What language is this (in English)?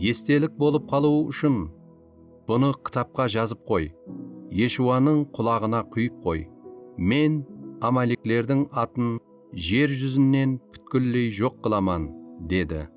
Kara-Kalpak